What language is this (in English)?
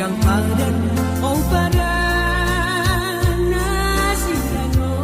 Batak Simalungun